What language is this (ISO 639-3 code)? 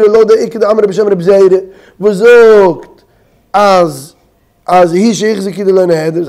yid